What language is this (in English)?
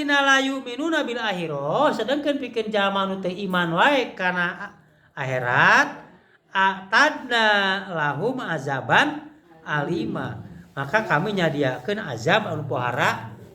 Sundanese